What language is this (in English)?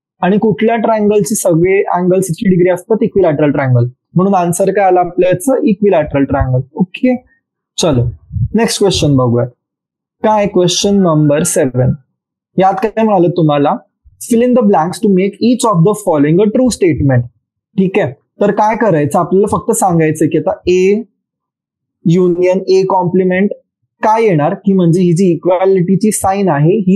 Marathi